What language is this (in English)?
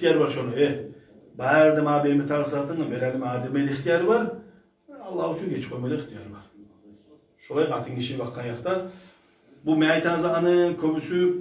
Kumyk